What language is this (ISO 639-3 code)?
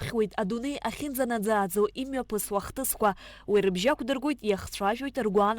abk